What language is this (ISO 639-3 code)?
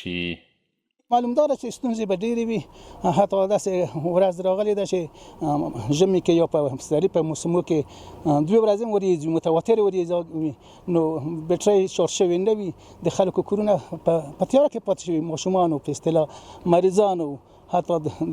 pus